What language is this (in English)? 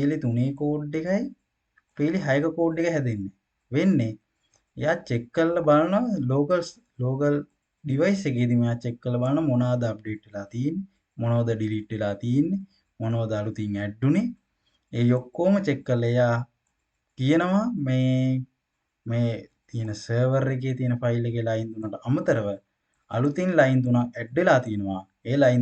Sinhala